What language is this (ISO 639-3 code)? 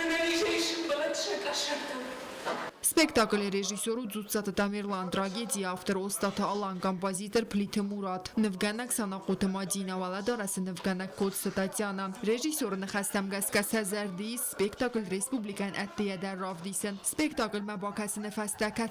oss